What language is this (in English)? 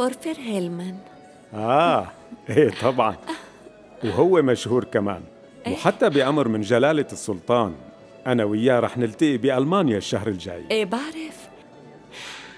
North Levantine Arabic